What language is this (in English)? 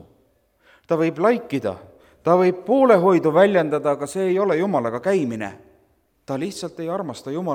Estonian